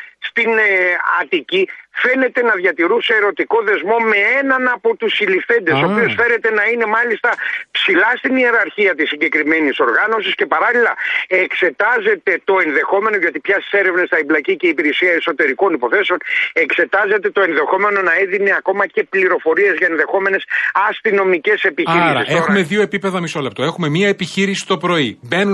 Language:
Greek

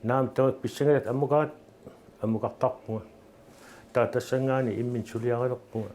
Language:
Kalaallisut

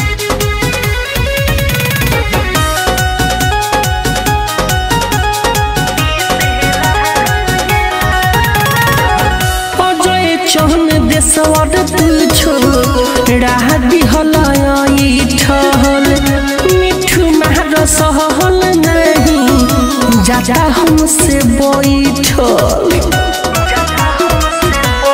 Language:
Bhojpuri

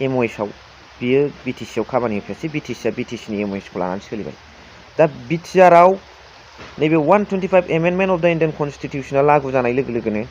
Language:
Bodo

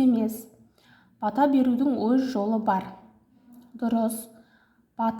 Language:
Kazakh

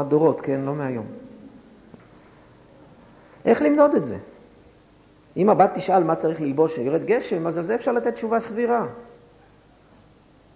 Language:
Hebrew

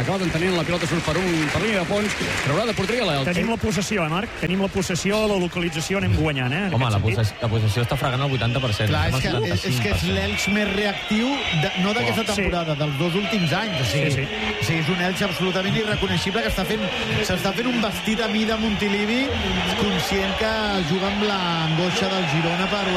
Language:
Catalan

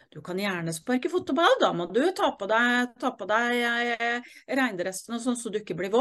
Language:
Norwegian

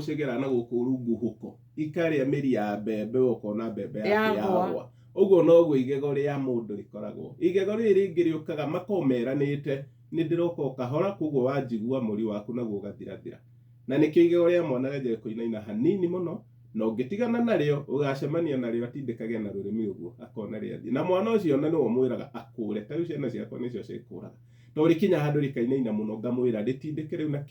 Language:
Kikuyu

